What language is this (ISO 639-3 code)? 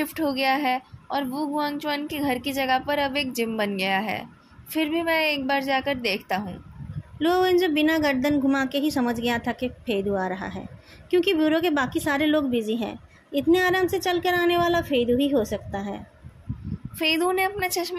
hin